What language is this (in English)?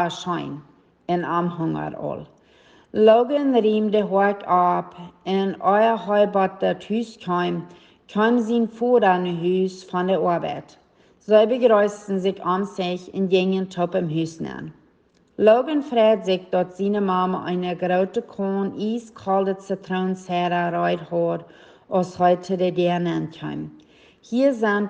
Plautdietsch